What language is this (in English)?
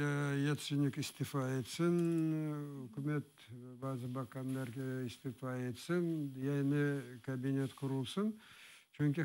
Crimean Tatar